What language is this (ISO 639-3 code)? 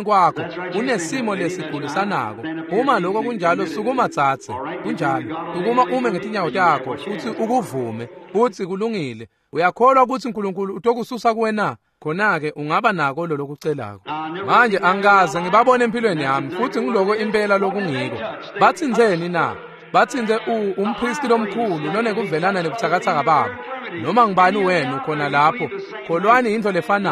ssw